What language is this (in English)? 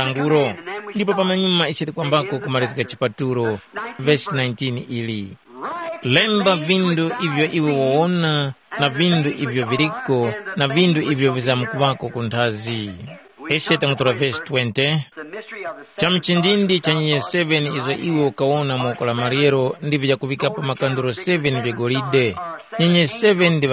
Tumbuka